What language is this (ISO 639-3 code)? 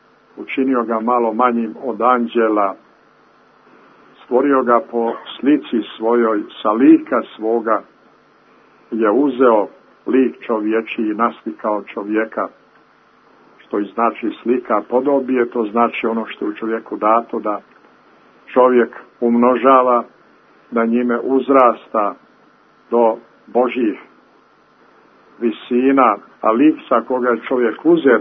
srp